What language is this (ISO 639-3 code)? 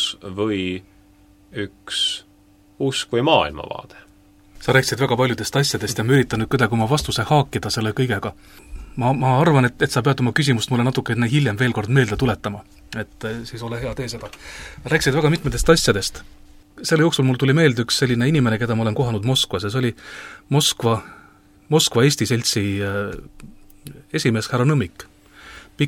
est